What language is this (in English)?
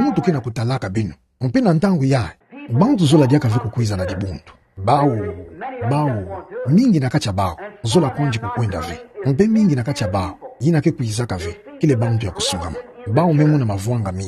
Kituba (Democratic Republic of Congo)